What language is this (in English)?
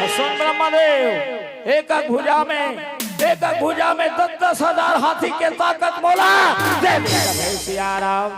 Chhattisgarhi